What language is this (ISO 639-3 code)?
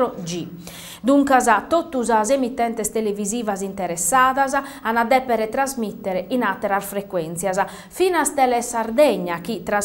srd